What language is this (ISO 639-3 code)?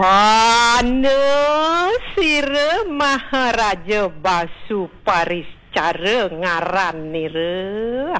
ban